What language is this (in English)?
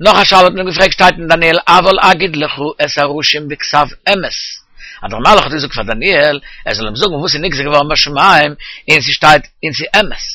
Yiddish